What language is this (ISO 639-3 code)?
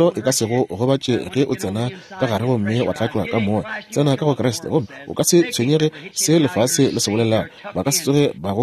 nso